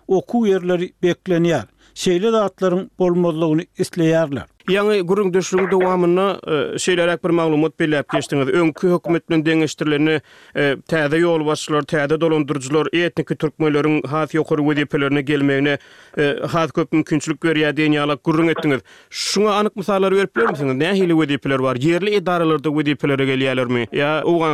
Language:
Turkmen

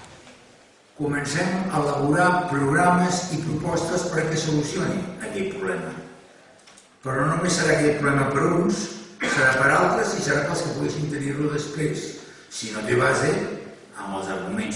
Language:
Catalan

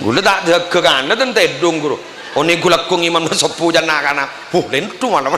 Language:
Madurese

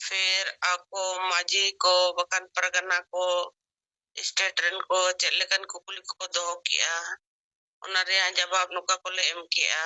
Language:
Santali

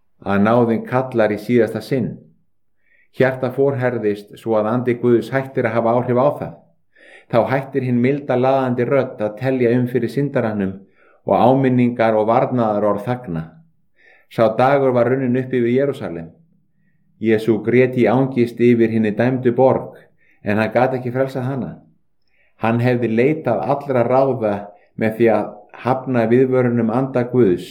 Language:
Icelandic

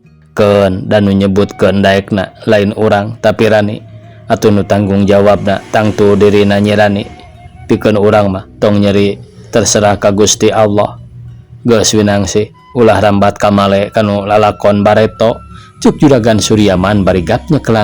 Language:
Sundanese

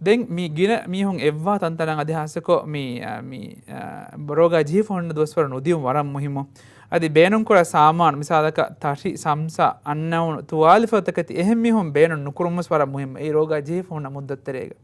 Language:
Divehi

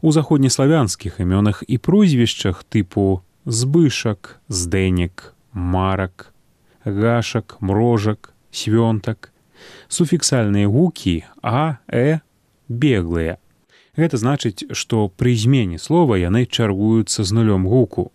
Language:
Belarusian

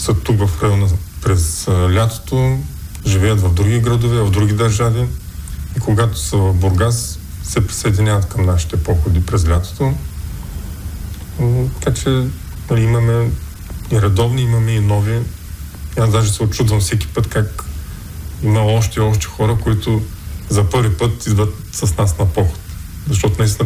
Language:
Bulgarian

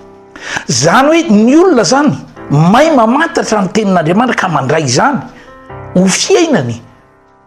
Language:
Malagasy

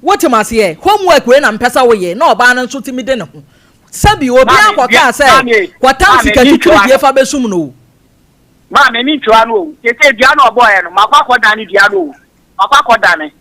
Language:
Akan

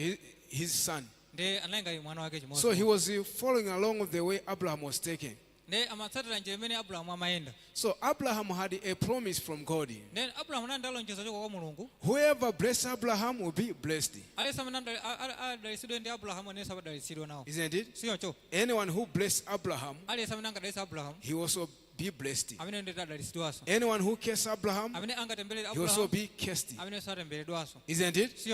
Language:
Nyanja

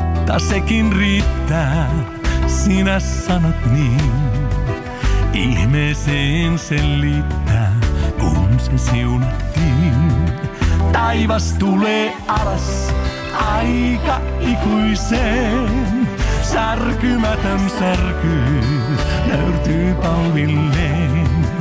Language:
Finnish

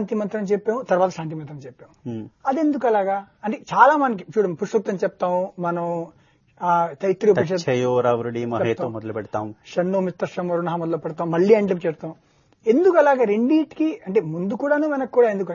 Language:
Telugu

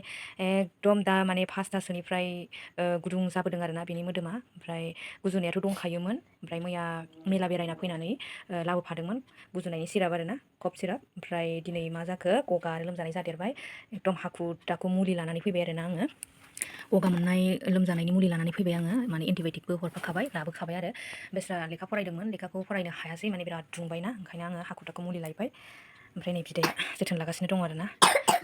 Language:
Bodo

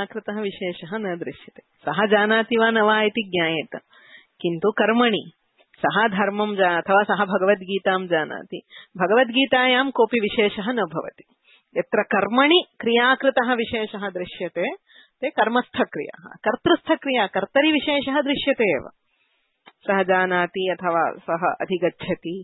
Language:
Sanskrit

